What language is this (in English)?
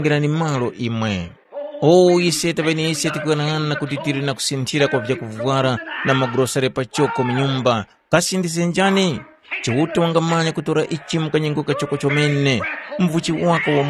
Tumbuka